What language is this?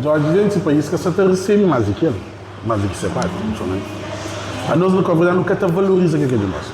Kabuverdianu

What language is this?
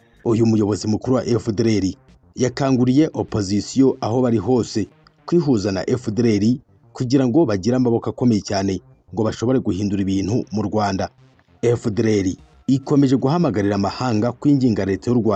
Kinyarwanda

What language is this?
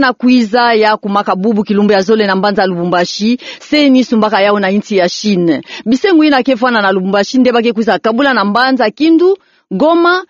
Kituba (Democratic Republic of Congo)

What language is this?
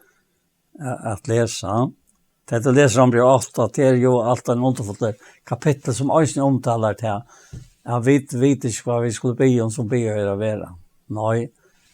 Faroese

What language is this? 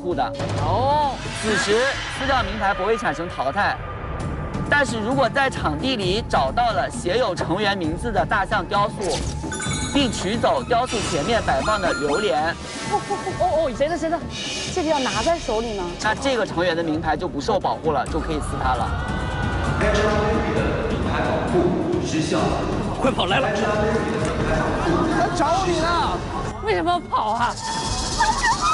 Chinese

